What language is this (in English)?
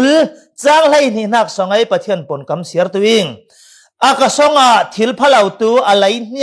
Falam Chin